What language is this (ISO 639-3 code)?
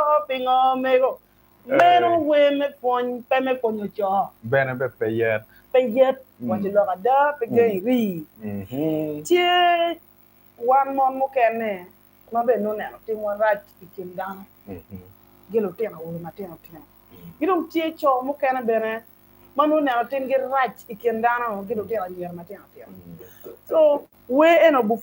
ach